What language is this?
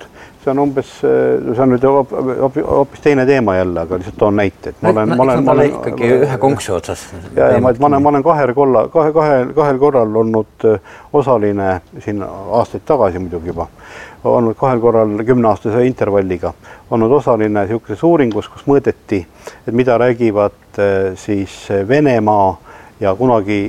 Estonian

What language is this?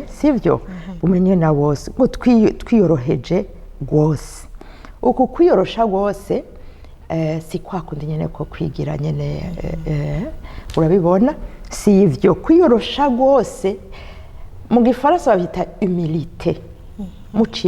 Rundi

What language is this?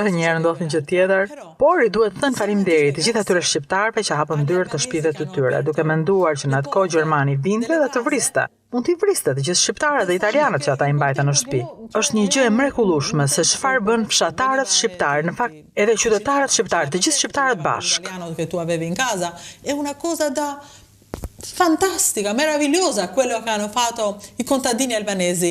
Albanian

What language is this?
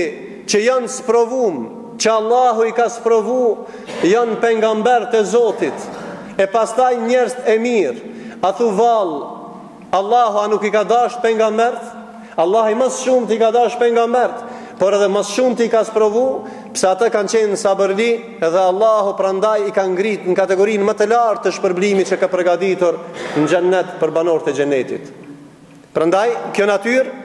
Albanian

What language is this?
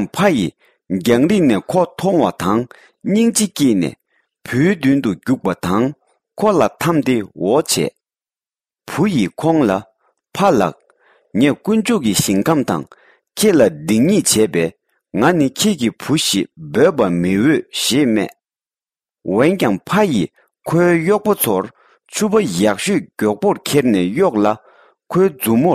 Tibetan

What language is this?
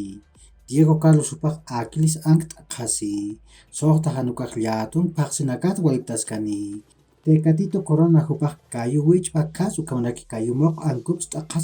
Aymara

